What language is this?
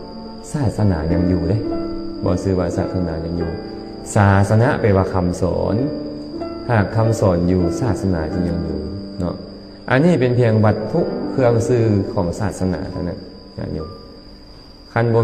Lao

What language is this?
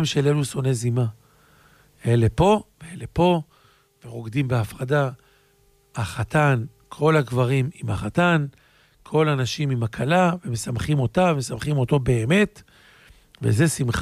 Hebrew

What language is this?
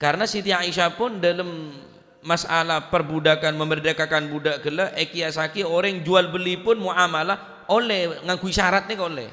Madurese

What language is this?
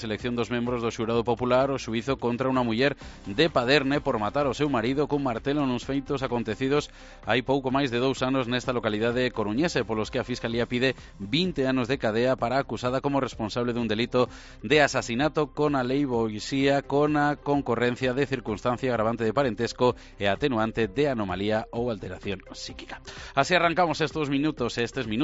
Galician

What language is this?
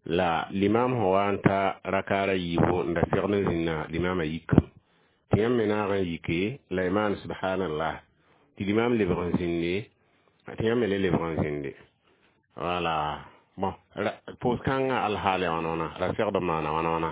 Mossi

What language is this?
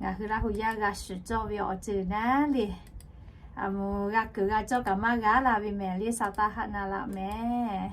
Lahu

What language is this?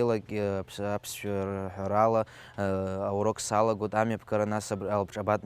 Abkhazian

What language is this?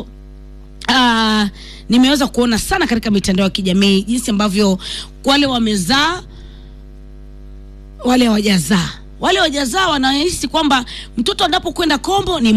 Swahili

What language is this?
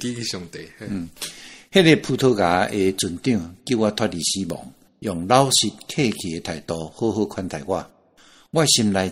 Min Nan Chinese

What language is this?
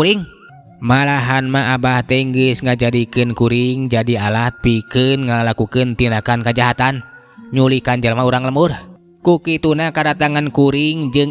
Sundanese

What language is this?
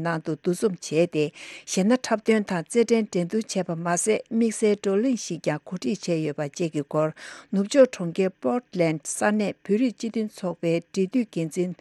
Tibetan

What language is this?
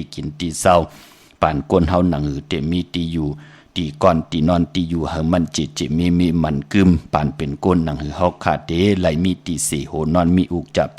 Shan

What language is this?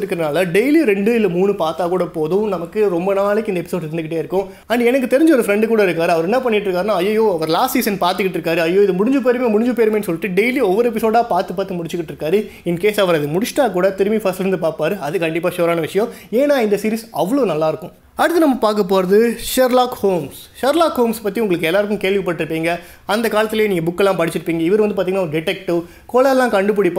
Tamil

